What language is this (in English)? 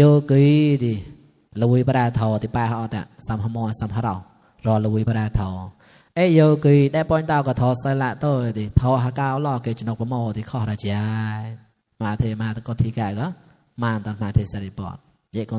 Mon